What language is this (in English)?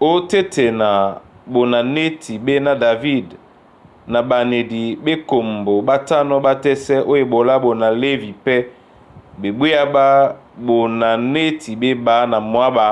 Duala